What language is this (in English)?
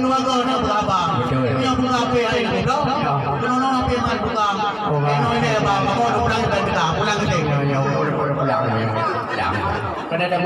Achinese